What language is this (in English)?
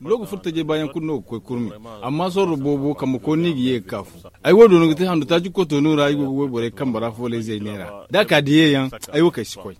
Zarma